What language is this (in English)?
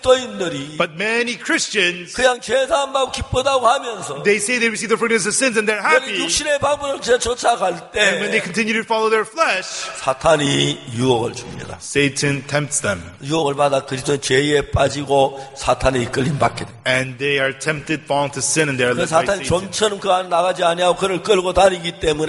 Korean